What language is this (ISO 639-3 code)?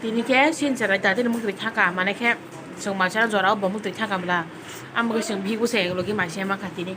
trp